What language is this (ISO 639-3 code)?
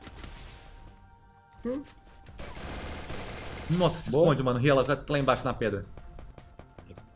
por